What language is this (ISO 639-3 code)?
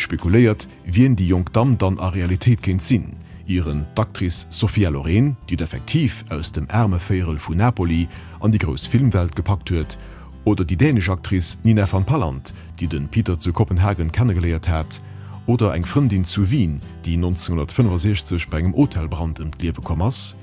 ltz